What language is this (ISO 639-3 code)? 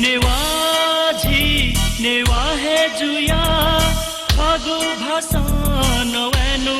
new